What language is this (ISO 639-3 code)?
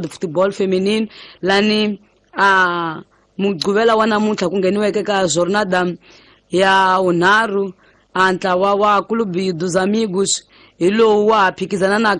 tso